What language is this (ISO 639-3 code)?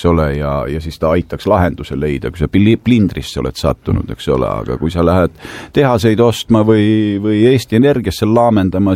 est